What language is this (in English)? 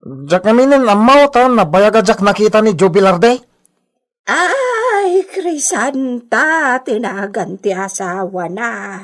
Iloko